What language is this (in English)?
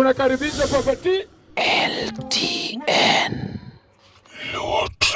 Luo (Kenya and Tanzania)